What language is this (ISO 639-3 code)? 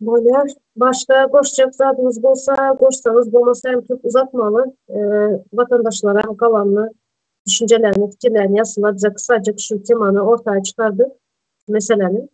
tuk